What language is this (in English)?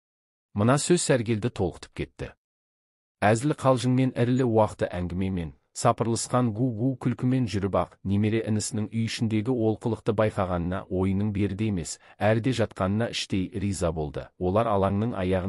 Kazakh